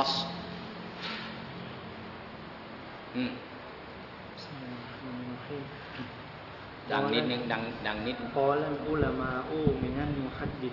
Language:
Thai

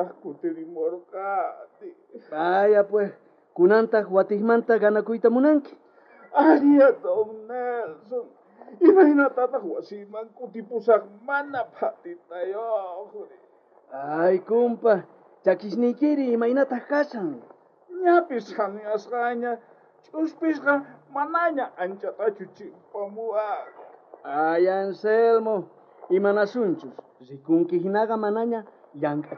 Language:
South Bolivian Quechua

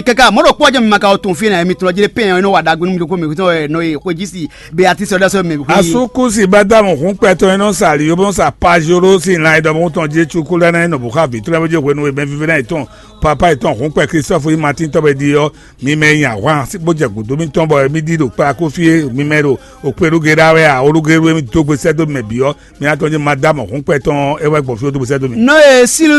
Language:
Fon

